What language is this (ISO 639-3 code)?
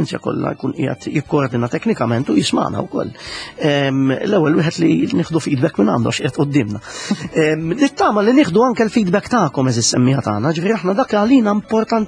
mlt